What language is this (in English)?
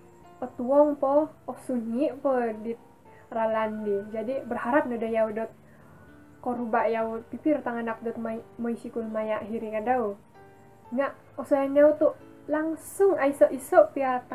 Central Dusun